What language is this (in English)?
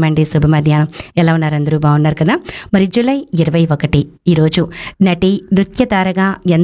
Telugu